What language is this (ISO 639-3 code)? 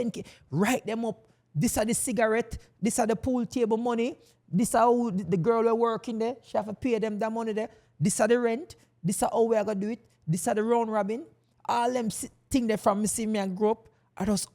jam